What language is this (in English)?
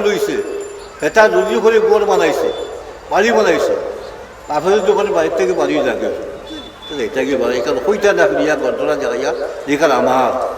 Sylheti